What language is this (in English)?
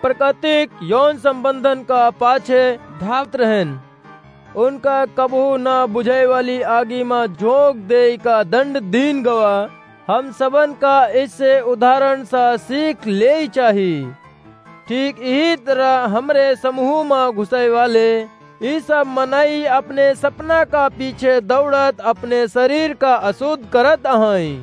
Awadhi